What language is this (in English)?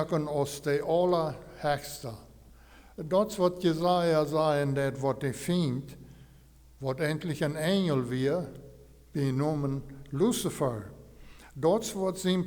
Plautdietsch